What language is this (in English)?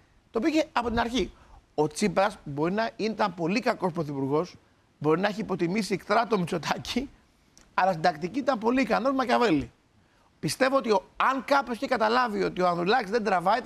Greek